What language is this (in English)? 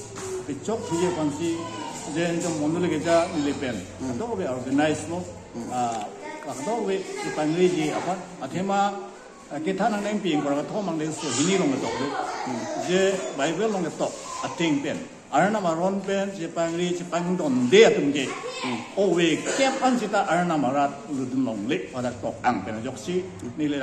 Karbi